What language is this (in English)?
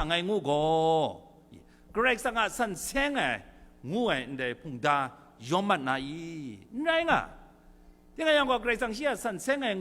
Kachin